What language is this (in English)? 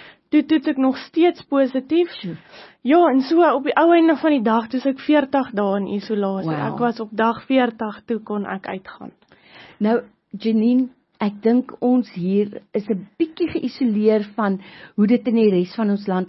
Afrikaans